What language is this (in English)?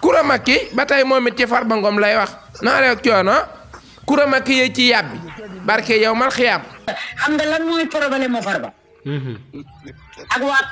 Wolof